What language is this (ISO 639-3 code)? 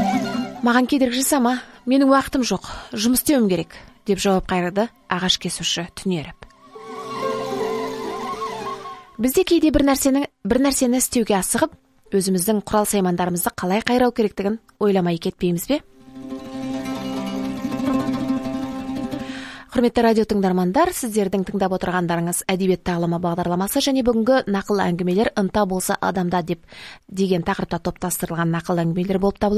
kaz